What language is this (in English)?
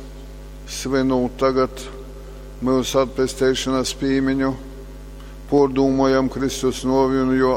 Latgalian